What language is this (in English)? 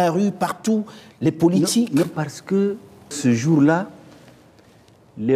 French